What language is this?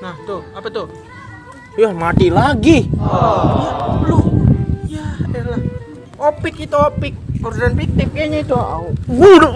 Betawi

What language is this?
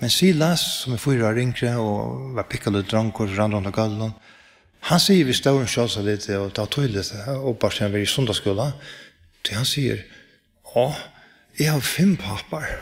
Faroese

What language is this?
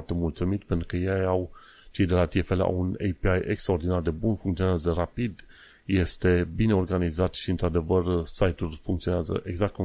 Romanian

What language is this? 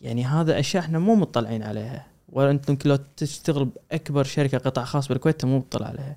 Gulf Arabic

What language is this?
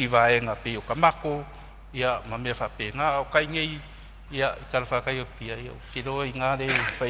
Samoan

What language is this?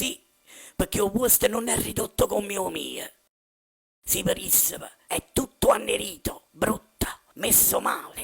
Neapolitan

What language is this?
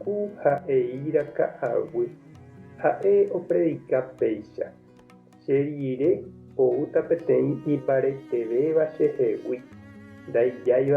Guarani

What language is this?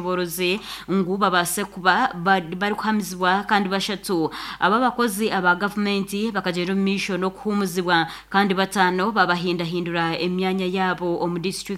Nyankole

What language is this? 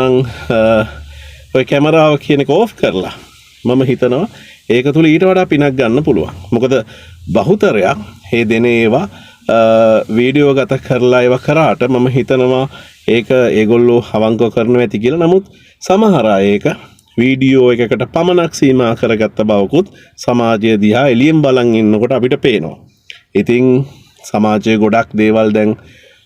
Sinhala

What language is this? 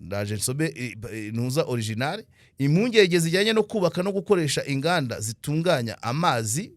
Kinyarwanda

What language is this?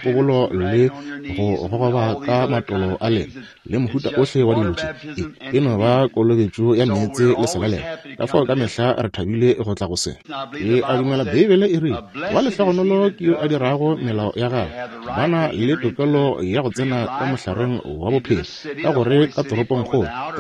Northern Sotho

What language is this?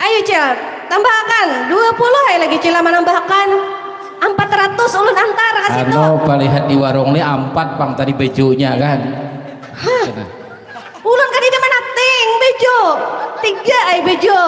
Banjar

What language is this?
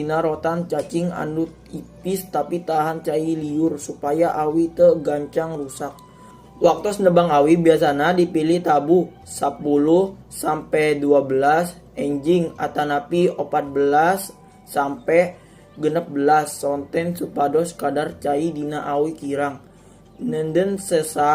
Sundanese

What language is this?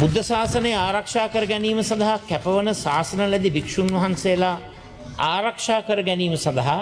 Sinhala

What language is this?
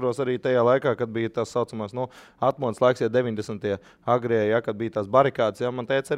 Latvian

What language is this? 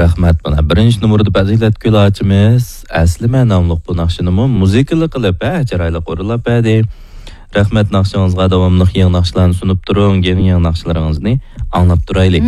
Uyghur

